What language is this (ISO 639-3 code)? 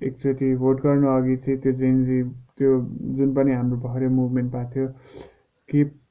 nep